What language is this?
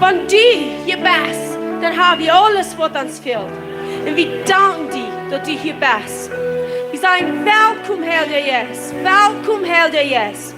Plautdietsch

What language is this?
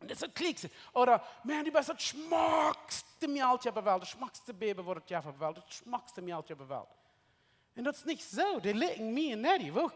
Plautdietsch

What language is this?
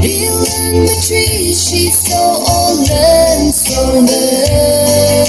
Yimchungru Naga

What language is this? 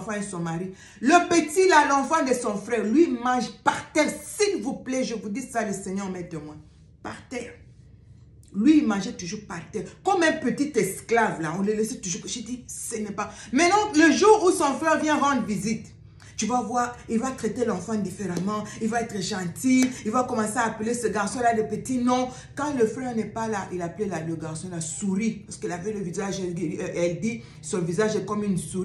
French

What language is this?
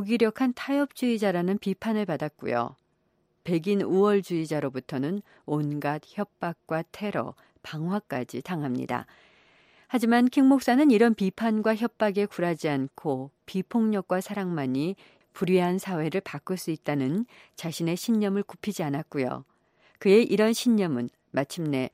Korean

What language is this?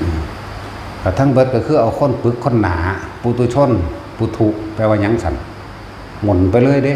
Northeastern Thai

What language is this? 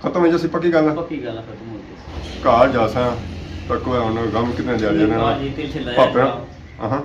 Pahari-Potwari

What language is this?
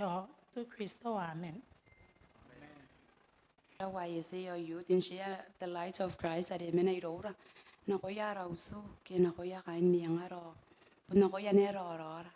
Gilbertese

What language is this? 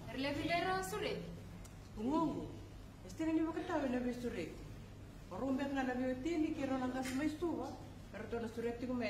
Fijian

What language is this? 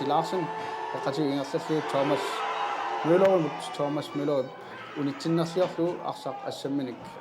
Kalaallisut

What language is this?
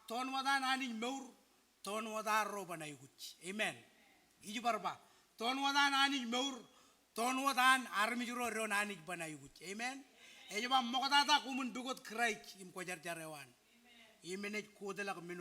Marshallese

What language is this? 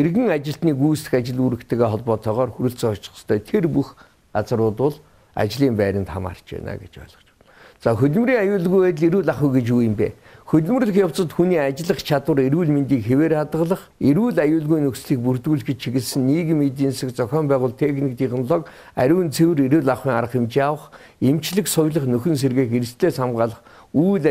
Mongolian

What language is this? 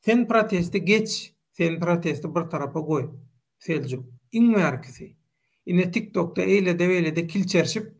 Turkmen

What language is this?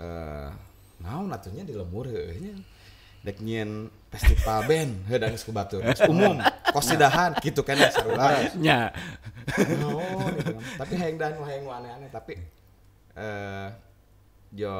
Sundanese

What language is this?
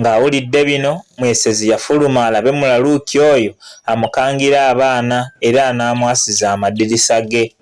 Ganda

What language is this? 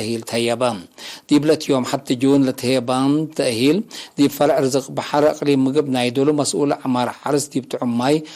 Tigre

